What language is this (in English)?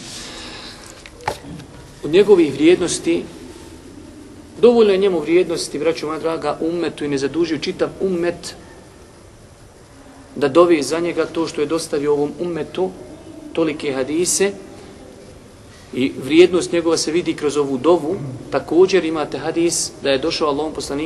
Bosnian